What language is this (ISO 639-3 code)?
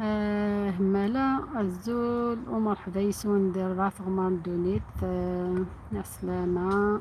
arq